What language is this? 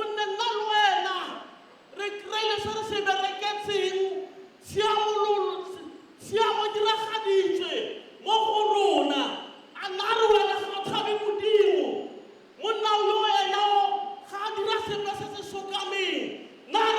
Tswana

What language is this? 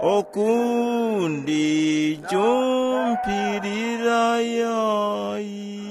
Tumbuka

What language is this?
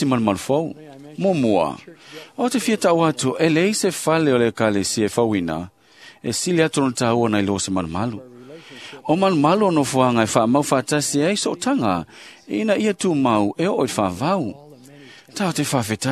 Samoan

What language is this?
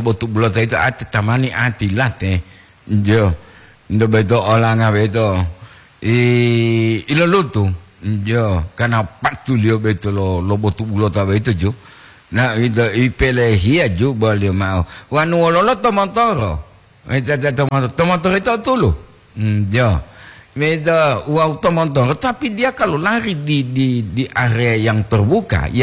Gorontalo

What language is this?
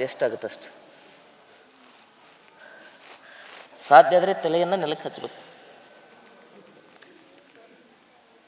Kannada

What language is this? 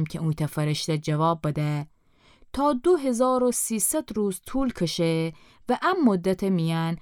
Gilaki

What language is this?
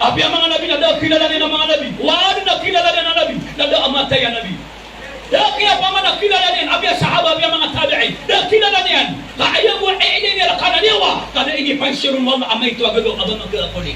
Maranao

